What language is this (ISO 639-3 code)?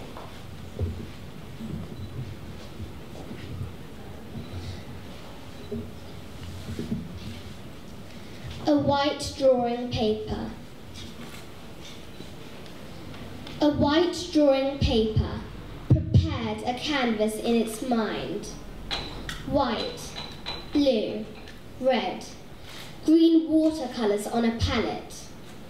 eng